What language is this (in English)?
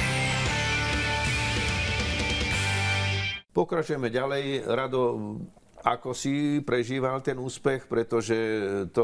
Slovak